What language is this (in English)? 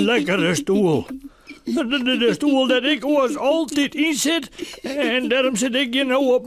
Western Frisian